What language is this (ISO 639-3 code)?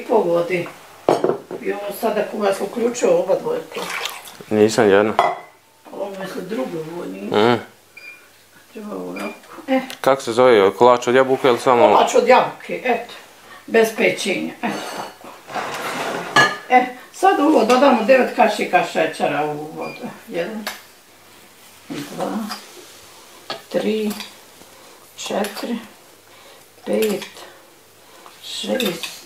bos